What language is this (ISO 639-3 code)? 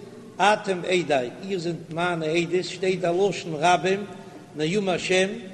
yid